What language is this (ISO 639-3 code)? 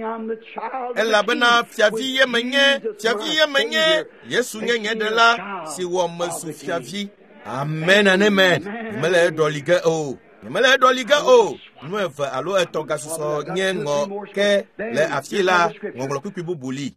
ewe